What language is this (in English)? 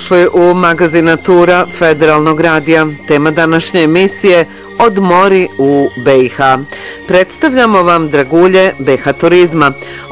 Bosnian